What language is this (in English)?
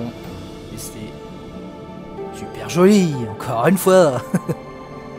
French